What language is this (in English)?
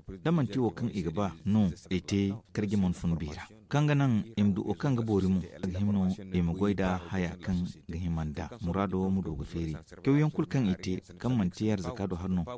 Zarma